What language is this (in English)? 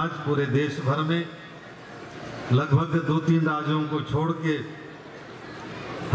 Hindi